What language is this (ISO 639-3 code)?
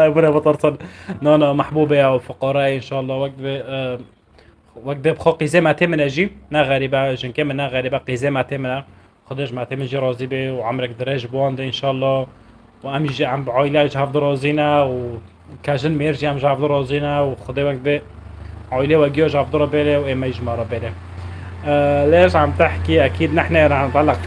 apc